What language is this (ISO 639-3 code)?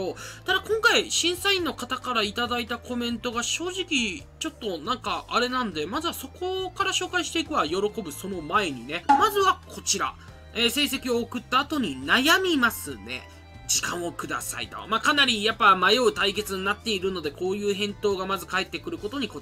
jpn